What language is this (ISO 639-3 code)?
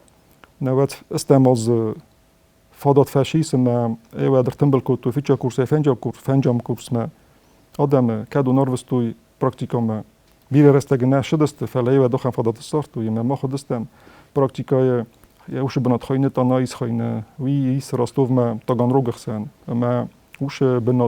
oss